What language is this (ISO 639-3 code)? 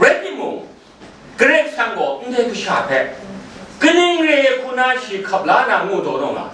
kac